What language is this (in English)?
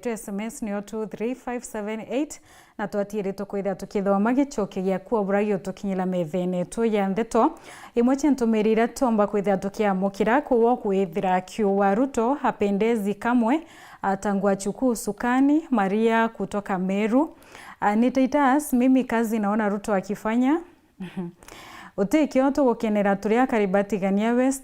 Meru